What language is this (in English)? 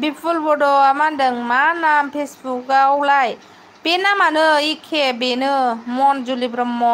Bodo